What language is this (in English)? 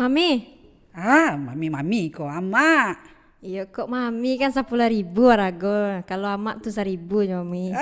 Minangkabau